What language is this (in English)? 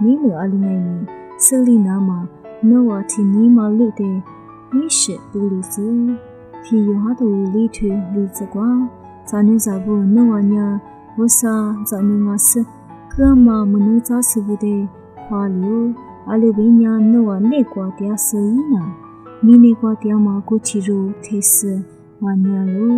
Lisu